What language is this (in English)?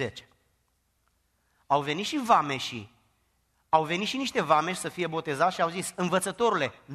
Romanian